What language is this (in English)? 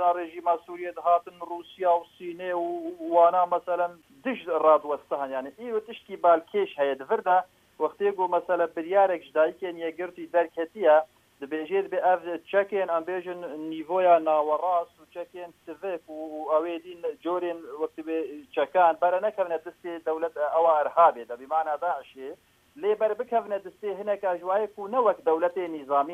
Kurdish